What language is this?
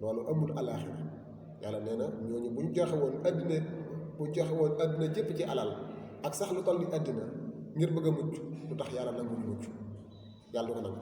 Wolof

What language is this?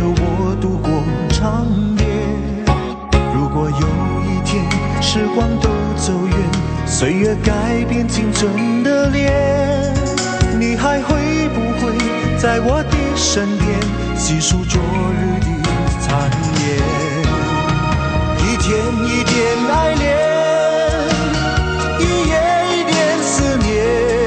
Chinese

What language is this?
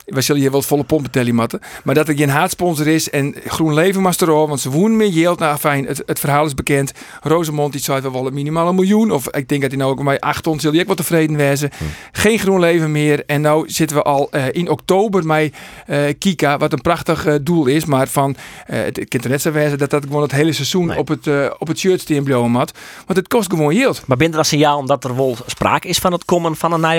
Western Frisian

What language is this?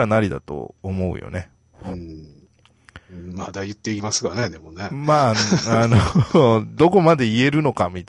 Japanese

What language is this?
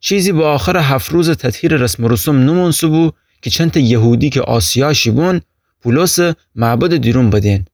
Gilaki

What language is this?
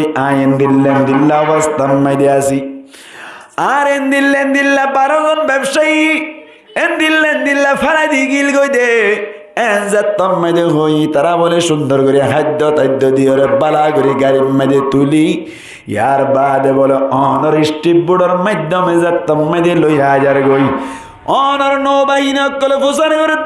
Rohingya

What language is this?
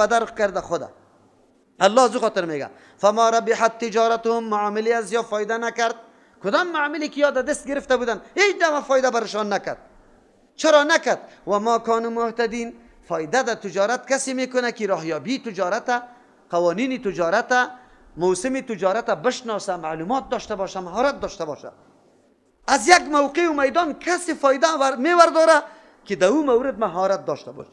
Persian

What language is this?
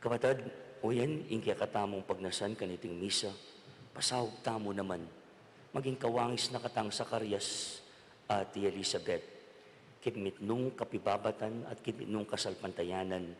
Pampanga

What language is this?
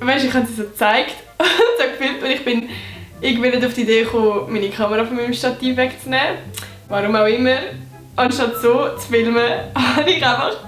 Swiss German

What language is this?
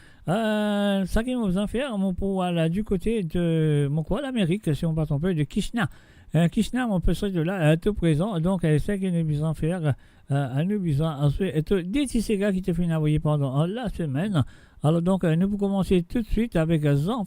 Morisyen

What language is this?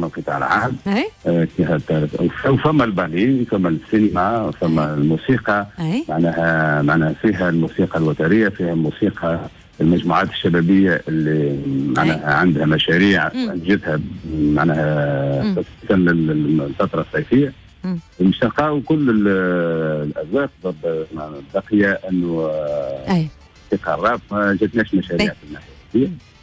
Tunisian Arabic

